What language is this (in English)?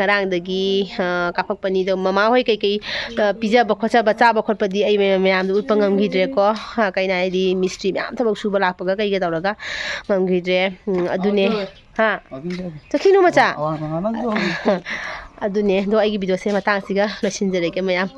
Manipuri